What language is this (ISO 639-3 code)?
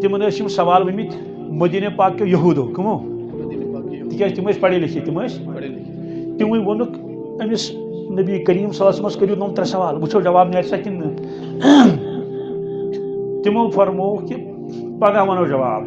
kas